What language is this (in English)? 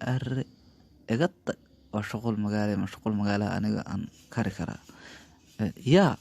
Somali